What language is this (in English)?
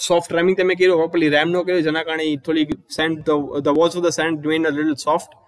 Gujarati